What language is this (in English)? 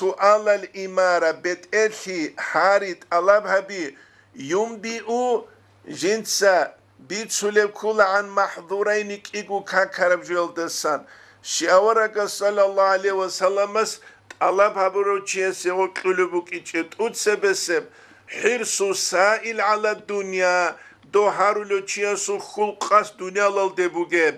Avaric